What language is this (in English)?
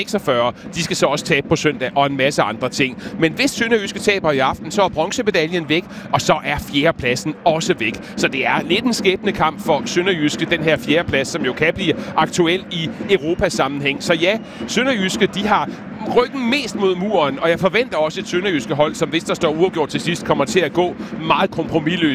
Danish